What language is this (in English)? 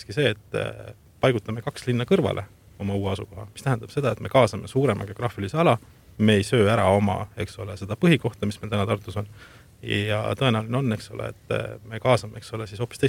Estonian